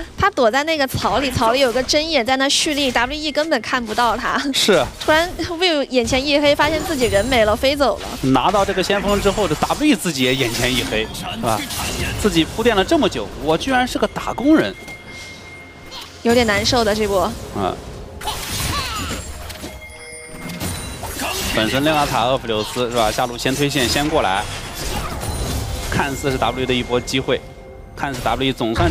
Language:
Chinese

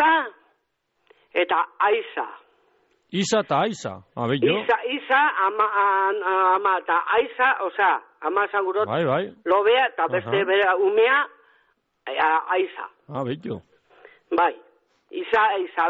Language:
Basque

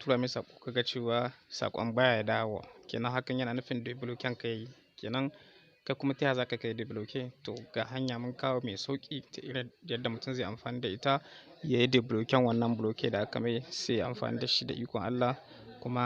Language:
Hausa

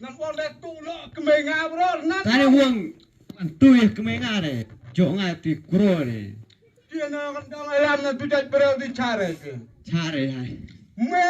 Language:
Khasi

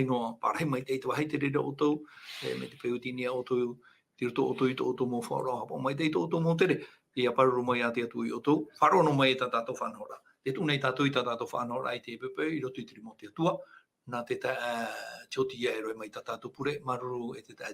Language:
Tahitian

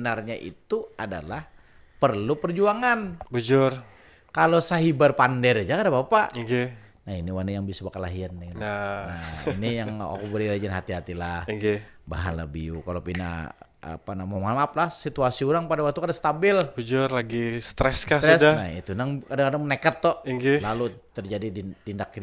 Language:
Banjar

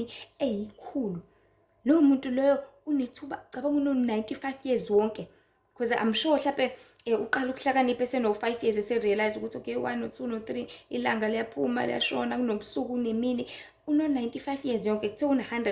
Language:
Zulu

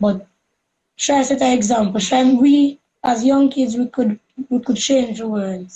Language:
Jamaican Creole English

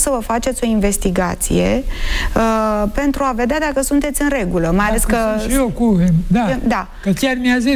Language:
Romanian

